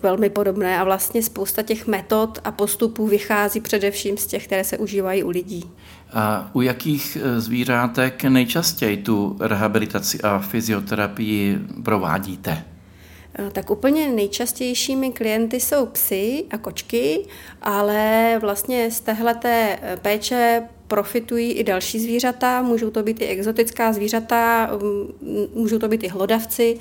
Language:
Czech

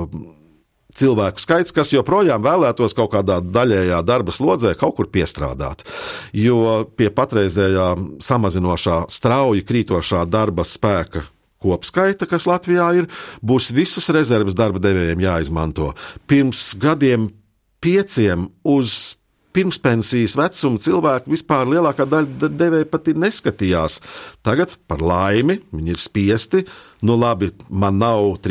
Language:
Latvian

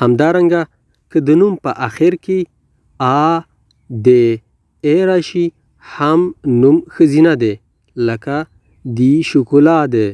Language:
Pashto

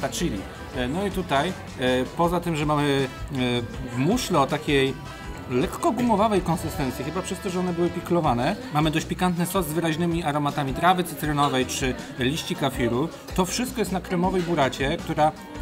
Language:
Polish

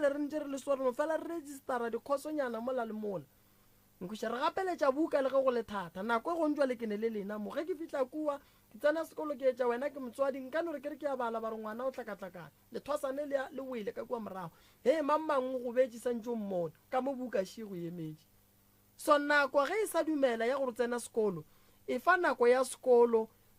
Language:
Northern Sotho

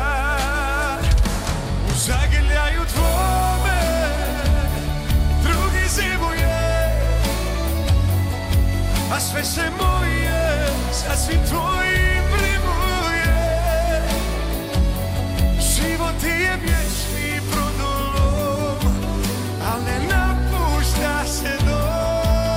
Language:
Serbian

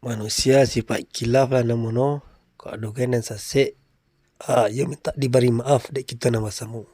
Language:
Minangkabau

